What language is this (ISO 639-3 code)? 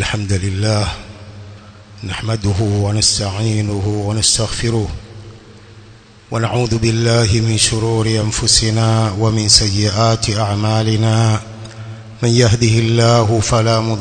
swa